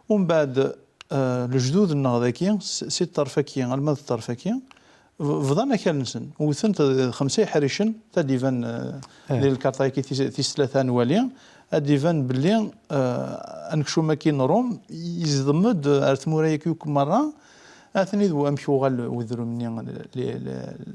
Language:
Kabyle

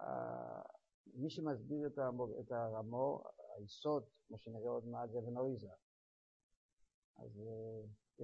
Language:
Hebrew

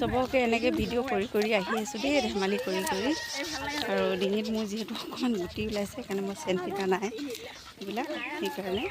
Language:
Assamese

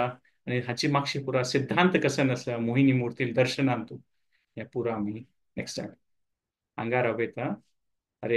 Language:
Konkani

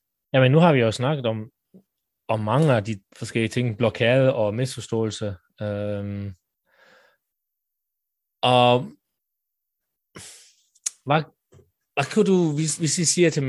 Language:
Danish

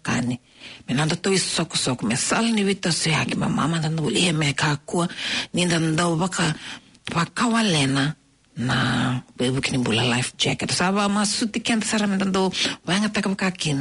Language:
Fijian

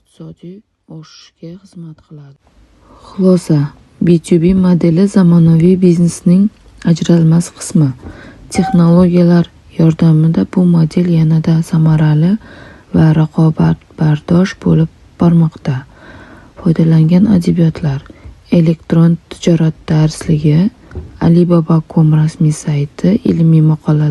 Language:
Uzbek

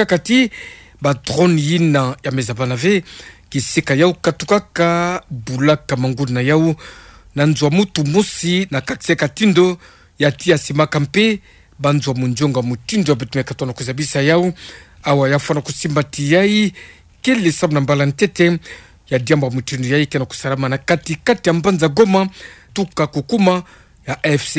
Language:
Kituba (Democratic Republic of Congo)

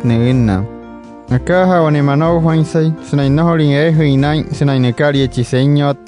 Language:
Wayuu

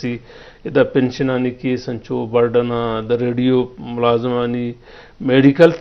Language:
Eastern Balochi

